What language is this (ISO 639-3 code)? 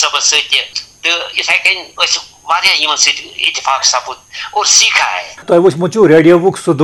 kas